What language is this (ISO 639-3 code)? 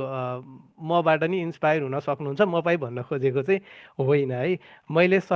nep